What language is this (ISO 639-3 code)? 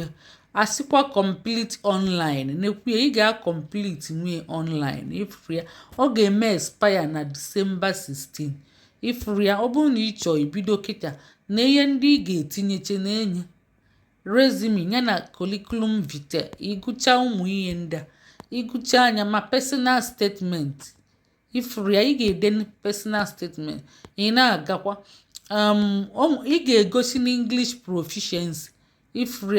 ibo